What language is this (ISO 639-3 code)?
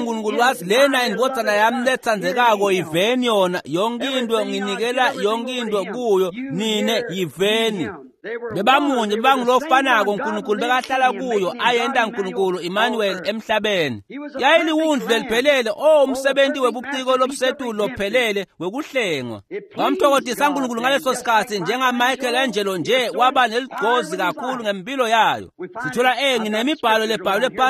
ssw